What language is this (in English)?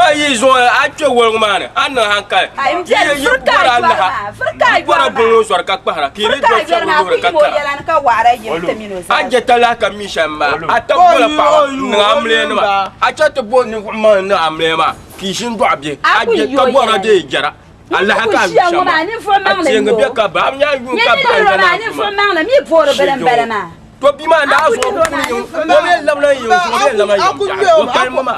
Dagbani